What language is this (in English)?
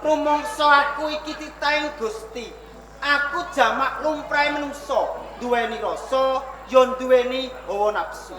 Javanese